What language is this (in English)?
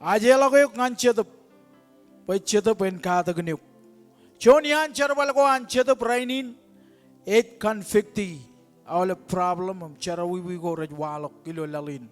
Marshallese